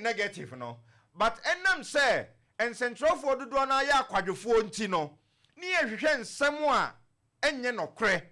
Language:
Akan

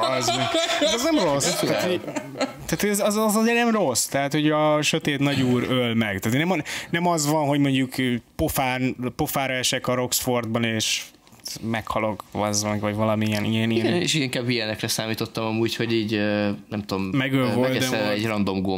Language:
Hungarian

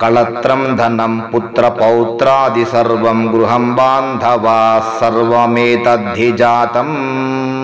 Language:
Sanskrit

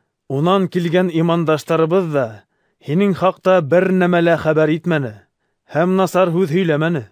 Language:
Bashkir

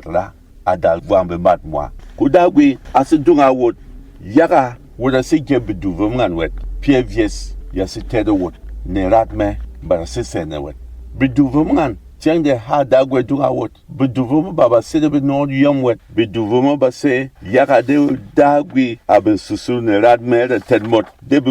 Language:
Berom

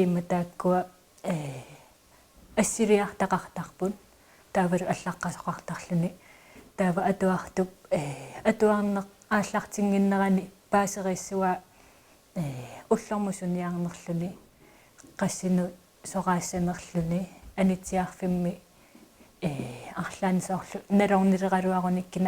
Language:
Kalaallisut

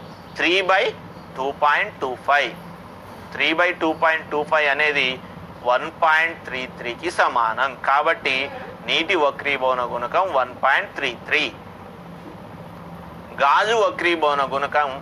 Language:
Telugu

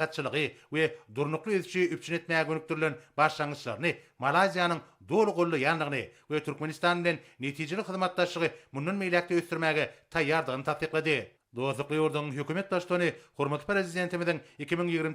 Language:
Turkmen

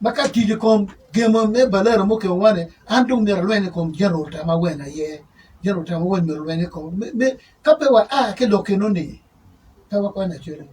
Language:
Acoli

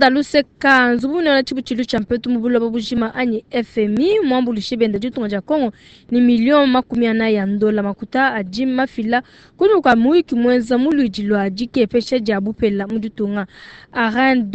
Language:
Luba-Lulua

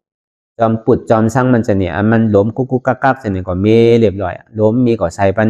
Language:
Shan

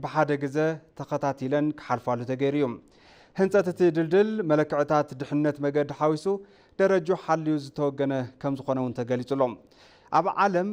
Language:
Tigrinya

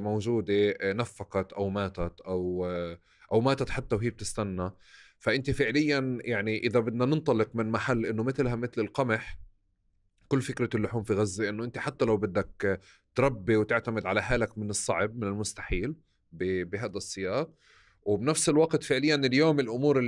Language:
North Levantine Arabic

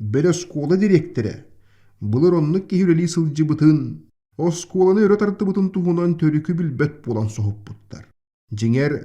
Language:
Yakut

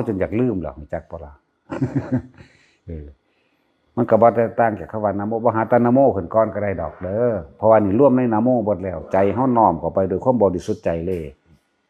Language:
Northeastern Thai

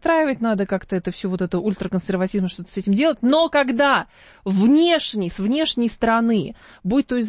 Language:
Russian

